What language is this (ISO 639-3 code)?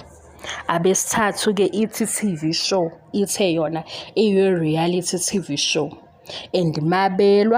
zul